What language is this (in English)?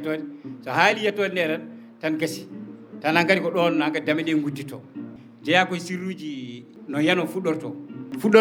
Fula